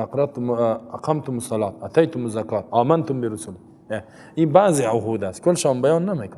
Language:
Persian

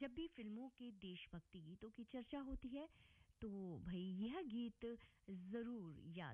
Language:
Hindi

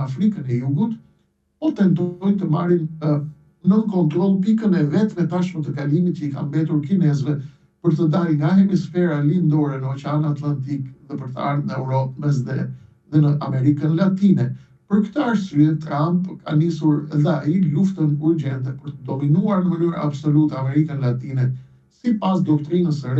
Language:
Albanian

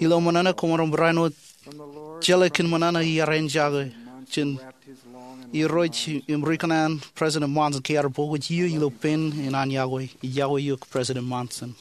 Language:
Marshallese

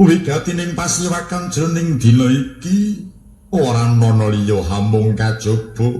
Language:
Javanese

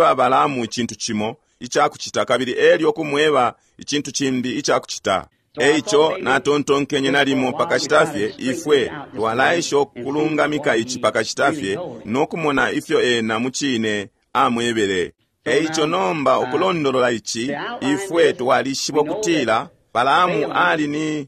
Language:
Bemba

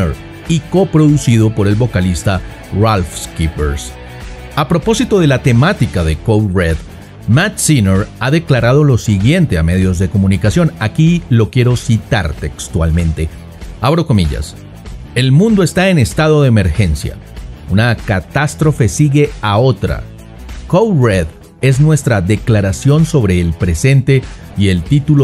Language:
Spanish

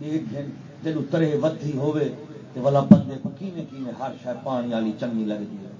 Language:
Saraiki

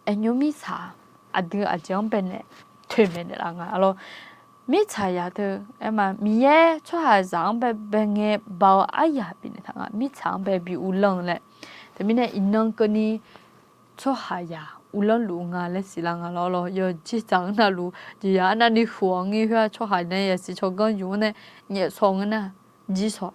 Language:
Akha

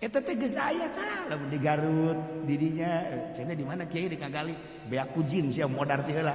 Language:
Sundanese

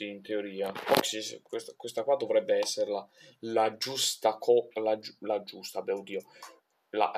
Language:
Italian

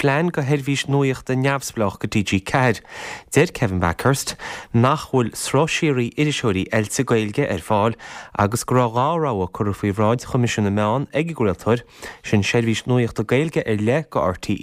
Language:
Irish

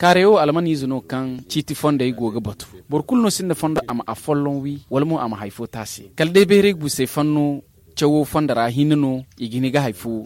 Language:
Zarma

